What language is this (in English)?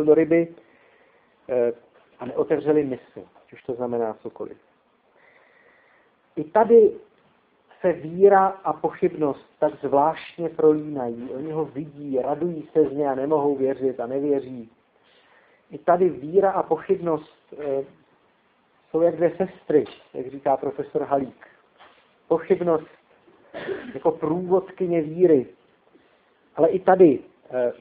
Czech